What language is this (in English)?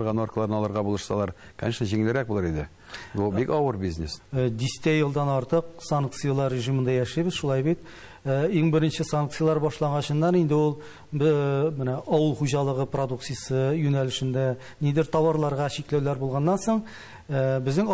Tatar